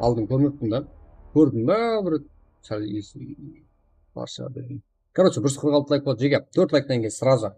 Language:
Kara-Kalpak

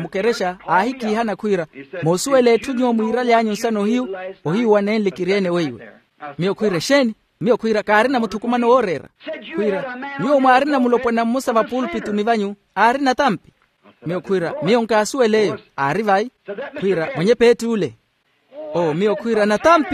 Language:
Makhuwa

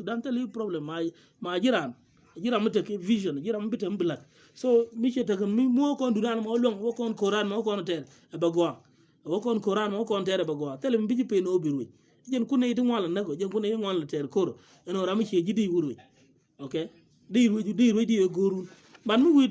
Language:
Nuer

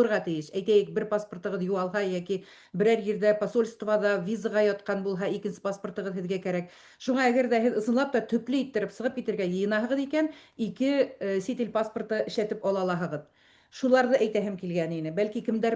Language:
Bashkir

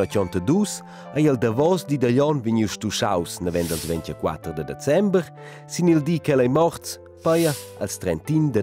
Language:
Romansh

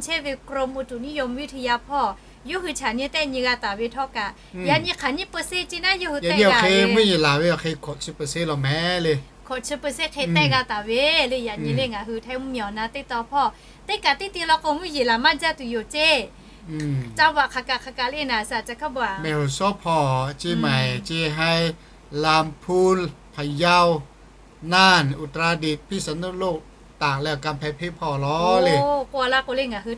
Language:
Lahu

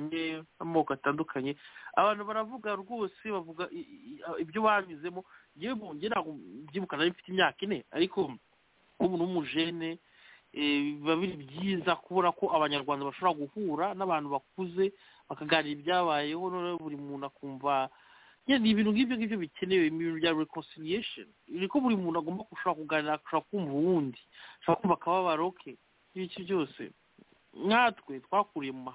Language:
Kinyarwanda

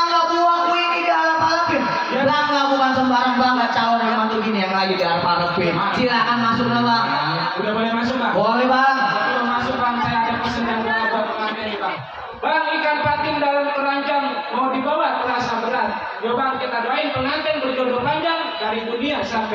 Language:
Betawi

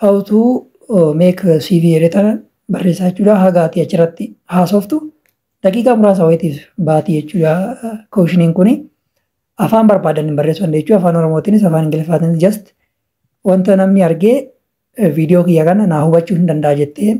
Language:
Oromo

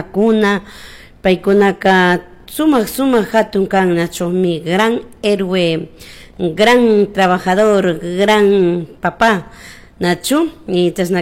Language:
Chimborazo Highland Quichua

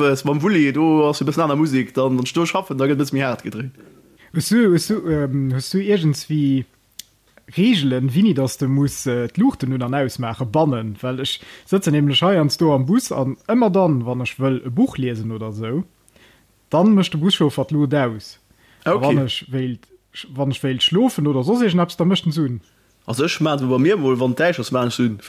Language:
Luxembourgish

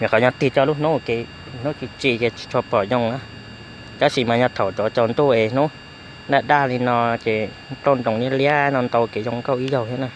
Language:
Hmong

